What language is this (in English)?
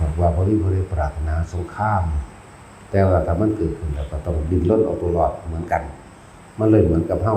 Northeastern Thai